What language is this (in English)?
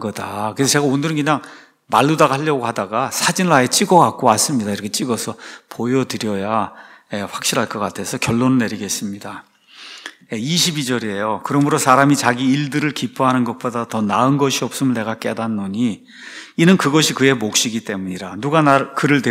Korean